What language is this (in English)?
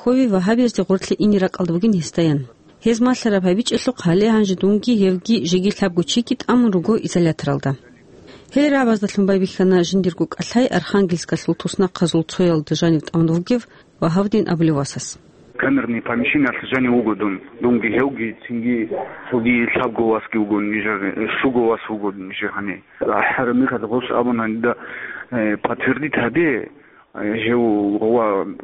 Avaric